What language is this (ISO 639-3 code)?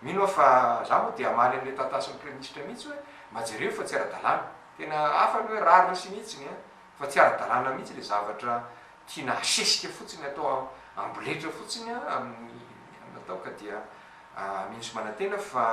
mlg